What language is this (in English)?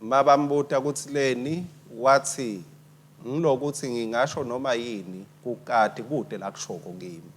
Swati